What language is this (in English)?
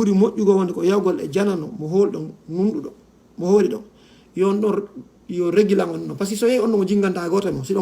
Fula